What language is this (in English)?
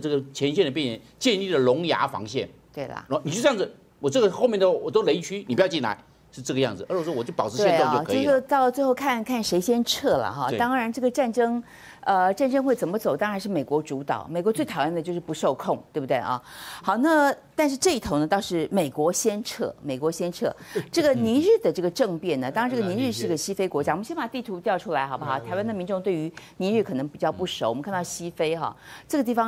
Chinese